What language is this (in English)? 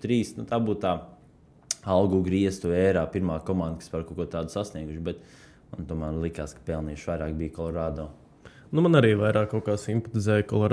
Latvian